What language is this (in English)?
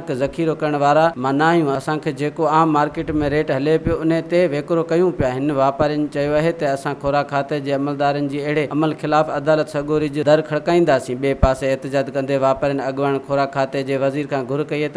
Sindhi